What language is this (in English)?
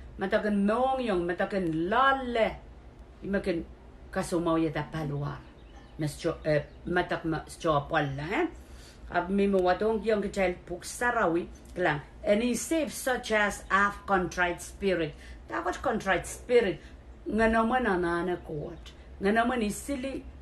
Pohnpeian